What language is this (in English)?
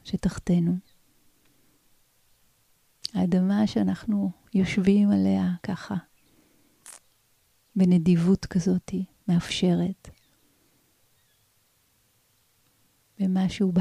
Hebrew